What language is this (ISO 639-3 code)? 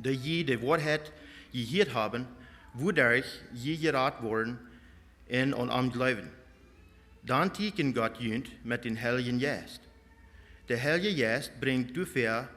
pdt